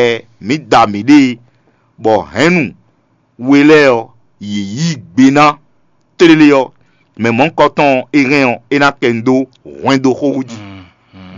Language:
Fon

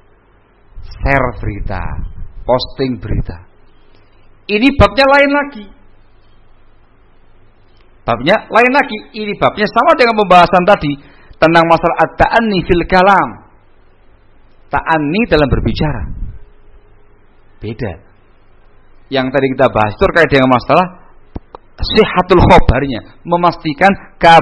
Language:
Indonesian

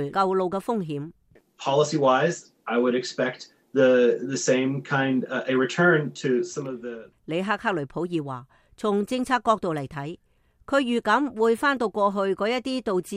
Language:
Cantonese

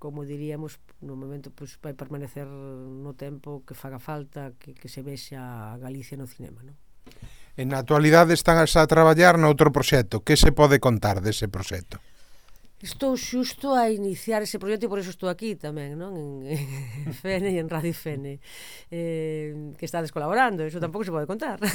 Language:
Galician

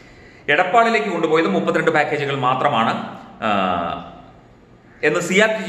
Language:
Malayalam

